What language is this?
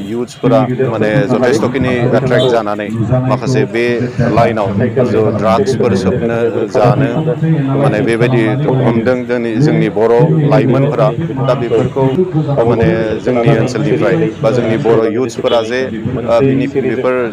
Bodo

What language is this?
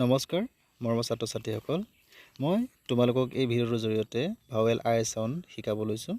Assamese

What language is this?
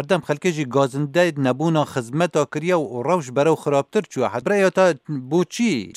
Kurdish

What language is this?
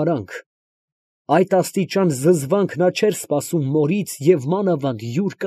Armenian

